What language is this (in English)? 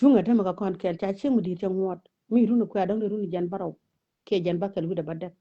Nuer